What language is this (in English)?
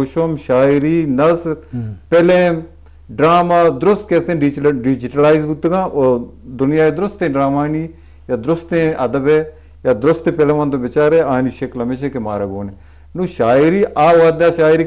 Eastern Balochi